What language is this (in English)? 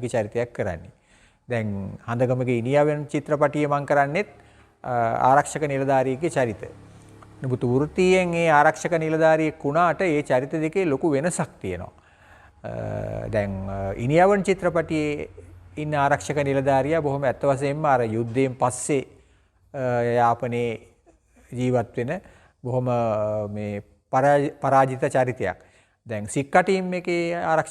Sinhala